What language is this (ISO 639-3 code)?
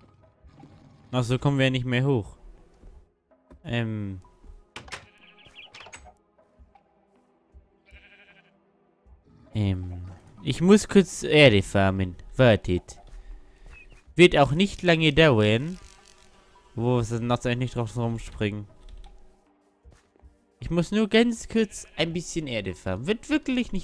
deu